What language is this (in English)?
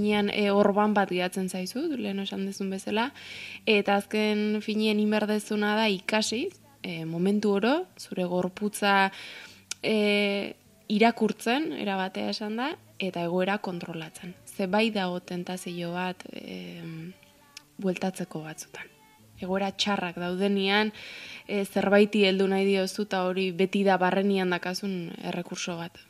Basque